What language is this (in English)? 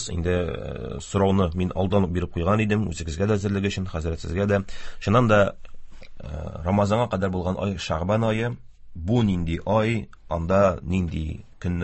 Tatar